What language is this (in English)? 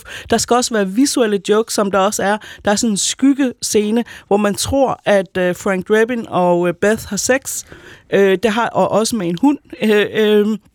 Danish